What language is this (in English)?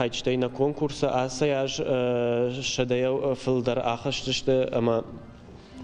Ossetic